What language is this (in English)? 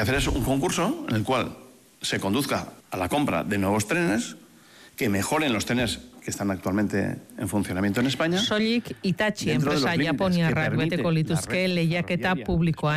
Basque